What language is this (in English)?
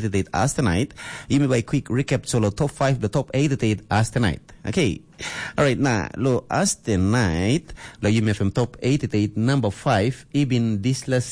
Tok Pisin